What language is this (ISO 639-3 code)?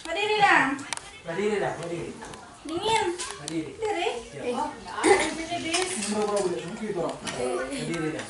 xmm